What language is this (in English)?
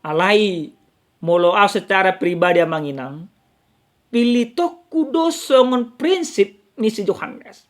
Batak Toba